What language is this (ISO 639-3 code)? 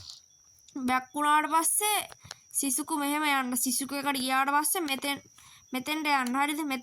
sin